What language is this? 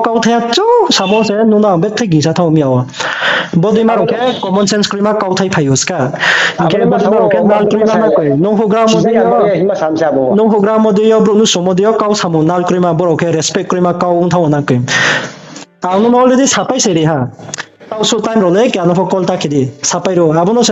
Riang (India)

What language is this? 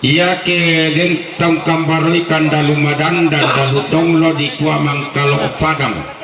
Toraja-Sa'dan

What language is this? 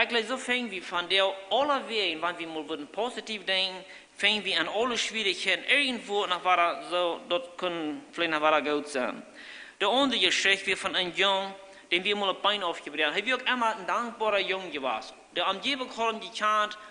Plautdietsch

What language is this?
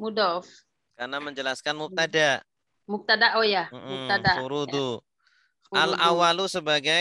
Indonesian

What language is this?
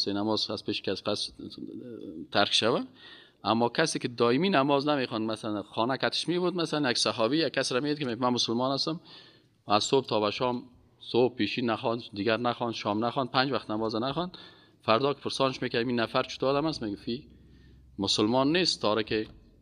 Persian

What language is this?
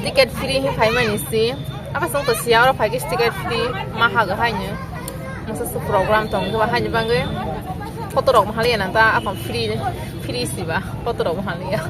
Kok Borok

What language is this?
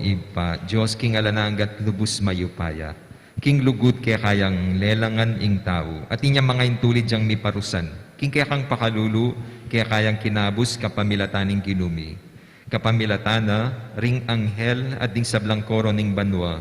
Pampanga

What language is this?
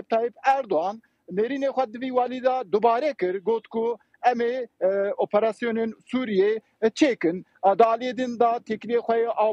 Kurdish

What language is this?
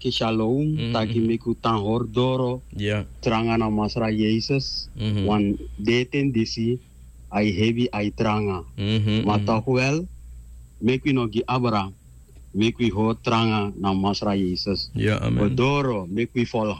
Sranan Tongo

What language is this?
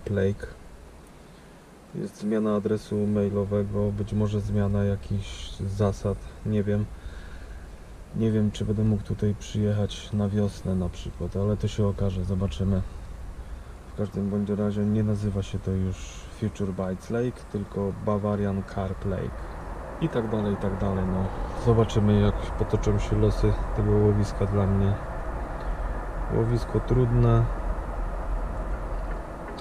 Polish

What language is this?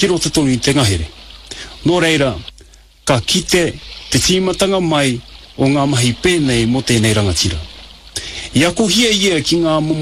Māori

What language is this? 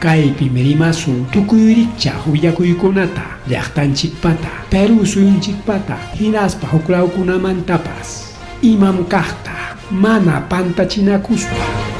Ayacucho Quechua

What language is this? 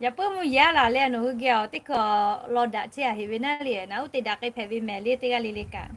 Lahu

